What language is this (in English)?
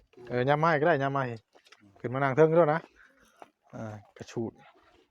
Northeastern Thai